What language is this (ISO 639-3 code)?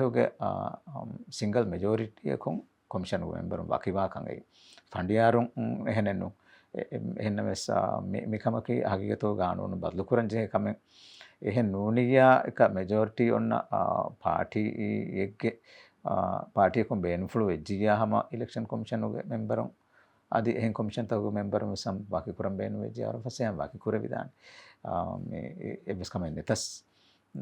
div